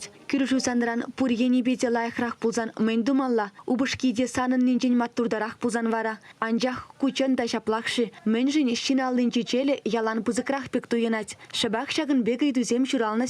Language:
Chuvash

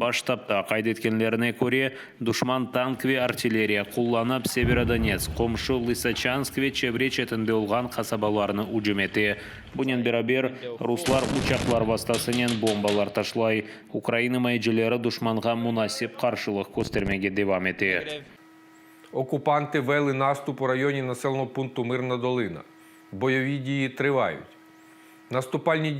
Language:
Crimean Tatar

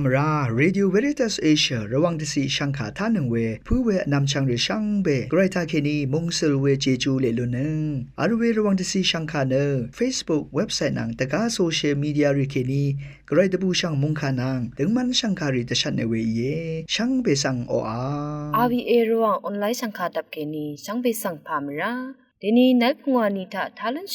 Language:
Rawang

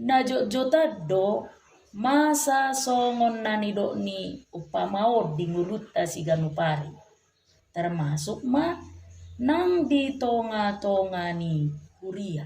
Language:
Batak Toba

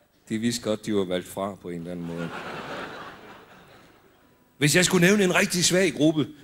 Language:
Danish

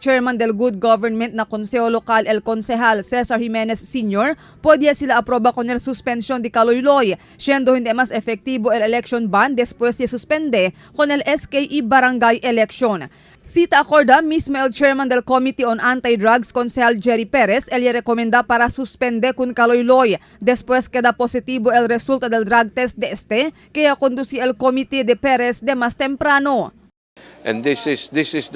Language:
Chavacano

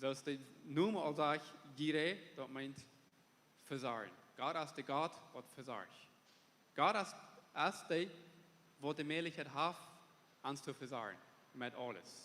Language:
Plautdietsch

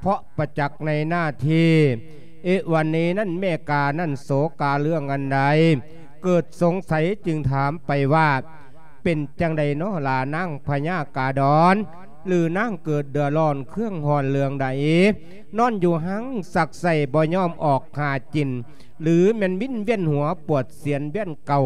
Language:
Lao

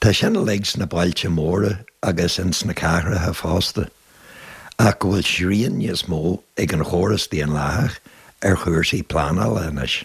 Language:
Irish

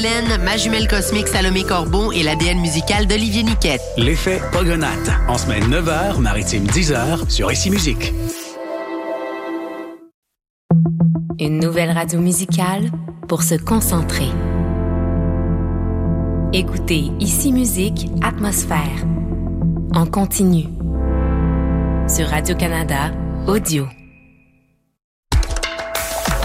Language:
French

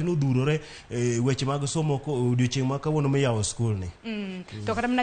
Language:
Luo (Kenya and Tanzania)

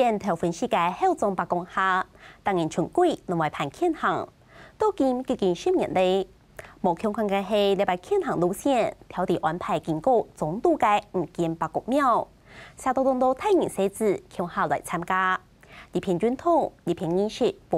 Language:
Hakka Chinese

